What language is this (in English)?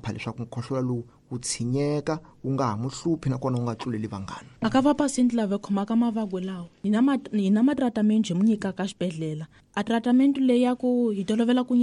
Tsonga